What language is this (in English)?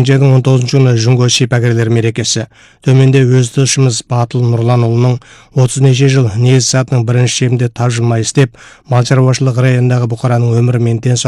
Kazakh